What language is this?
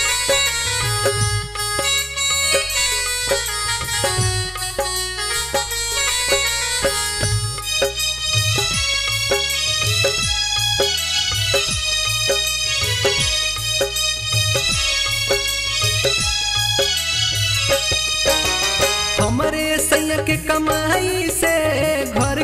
Bhojpuri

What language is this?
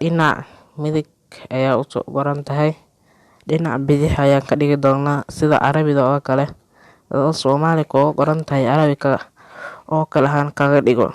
Somali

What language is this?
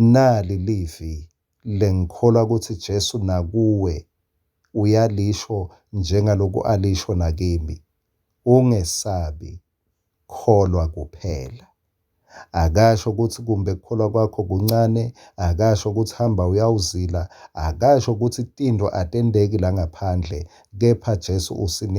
Swati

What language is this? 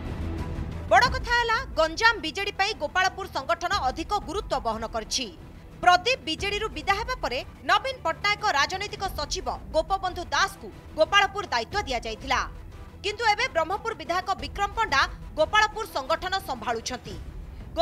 Odia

